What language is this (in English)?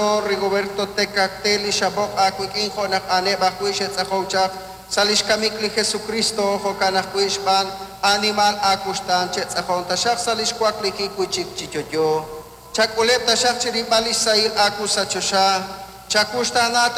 Kekchí